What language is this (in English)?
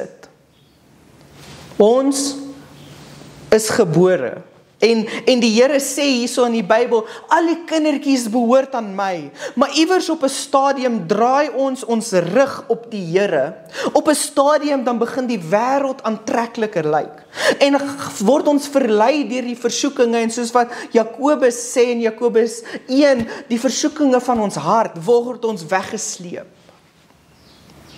Afrikaans